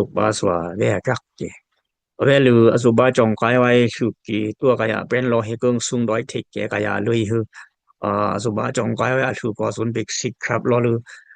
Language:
Dimasa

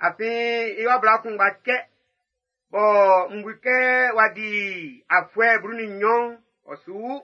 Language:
Baoulé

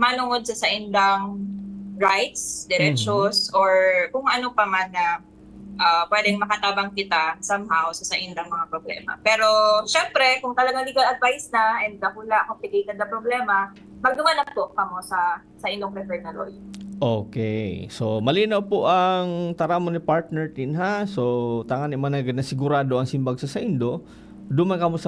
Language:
Bikol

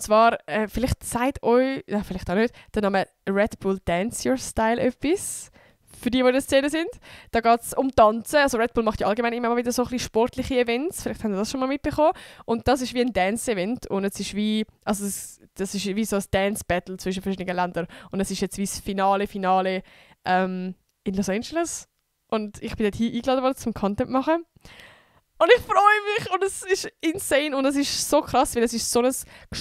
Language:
Swiss German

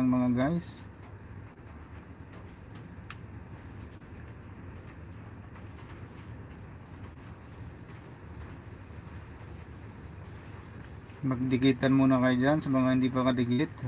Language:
Filipino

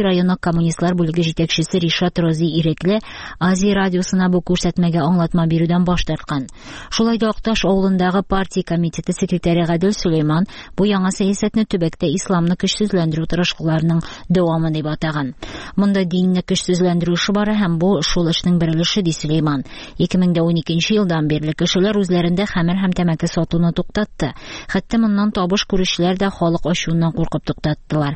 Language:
Tatar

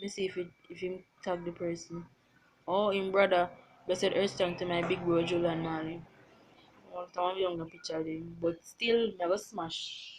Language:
Jamaican Creole English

